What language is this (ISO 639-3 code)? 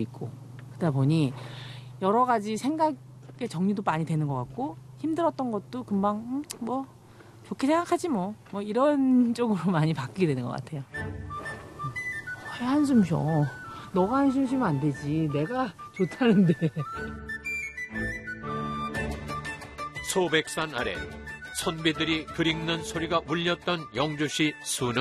kor